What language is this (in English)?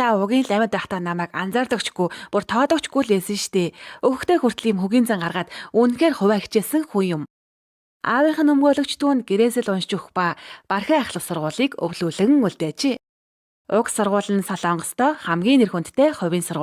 Mongolian